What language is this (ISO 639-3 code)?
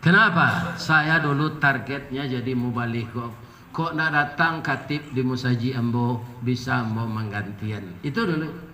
min